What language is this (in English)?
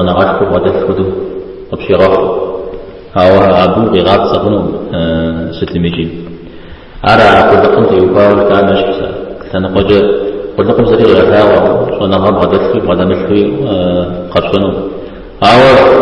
Kabardian